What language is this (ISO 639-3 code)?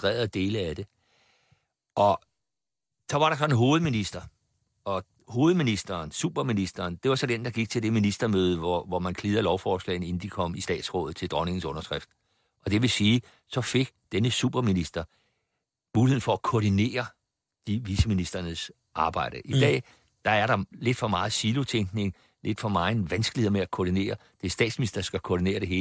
dan